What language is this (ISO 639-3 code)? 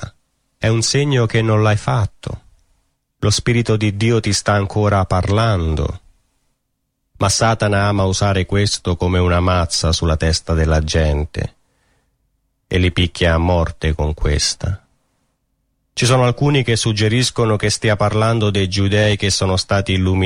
ita